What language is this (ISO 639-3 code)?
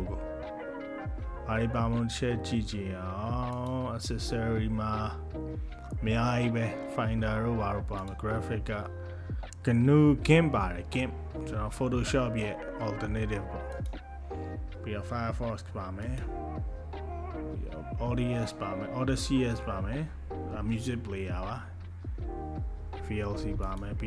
mya